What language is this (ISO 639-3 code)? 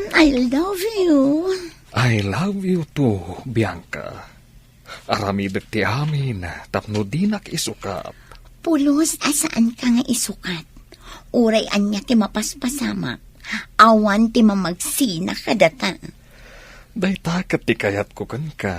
ilo